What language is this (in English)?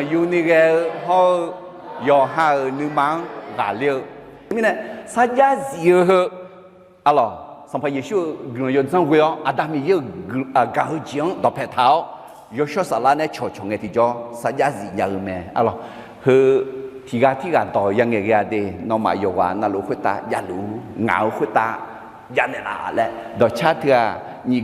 Akha